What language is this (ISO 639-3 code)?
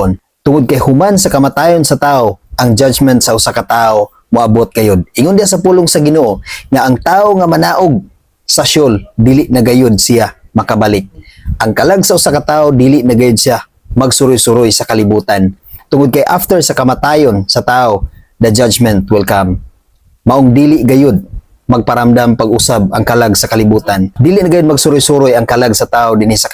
ceb